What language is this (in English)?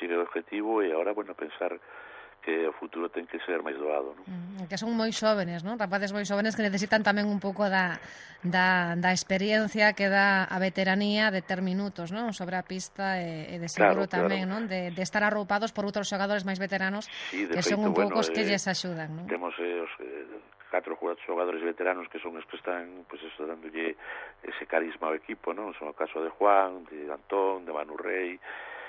Galician